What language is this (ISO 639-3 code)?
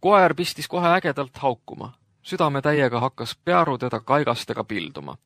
est